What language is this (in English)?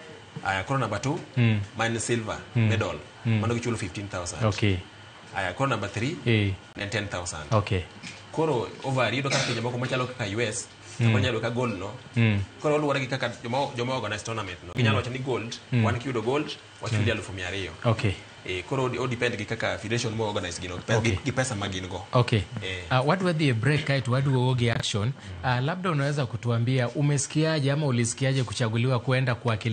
Luo (Kenya and Tanzania)